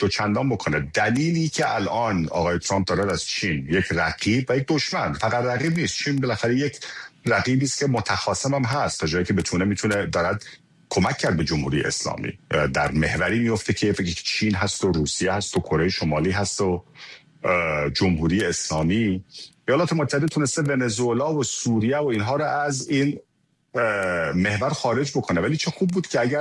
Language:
Persian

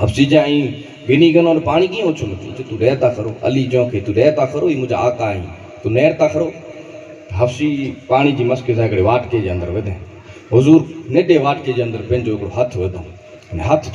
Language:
Sindhi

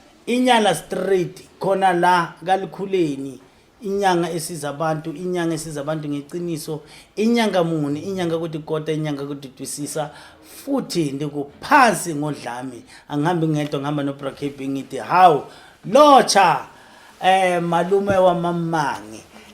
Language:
Zulu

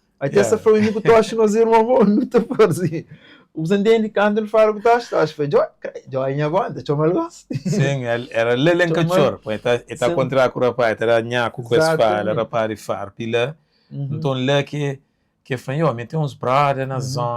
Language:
Kabuverdianu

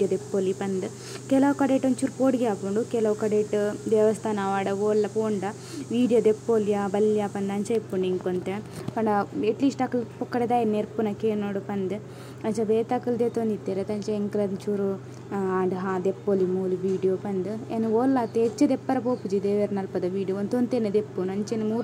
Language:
Tulu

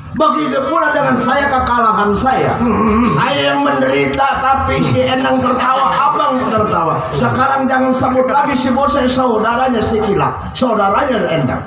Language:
Betawi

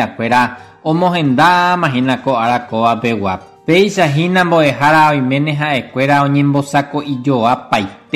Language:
Guarani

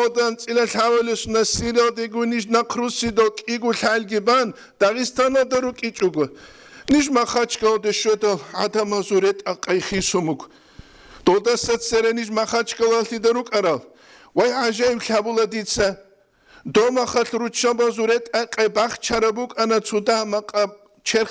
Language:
Avaric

